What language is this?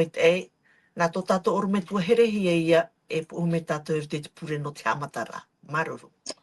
Tahitian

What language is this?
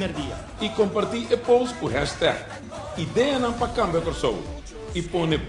Papiamento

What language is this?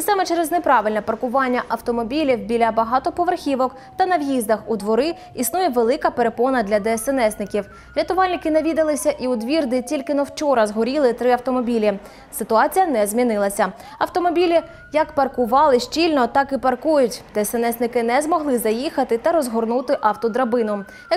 Ukrainian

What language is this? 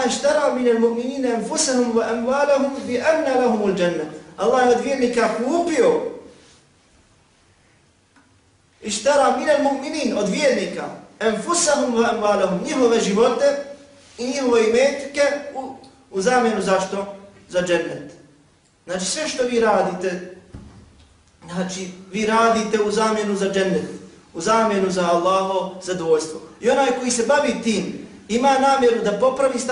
Bosnian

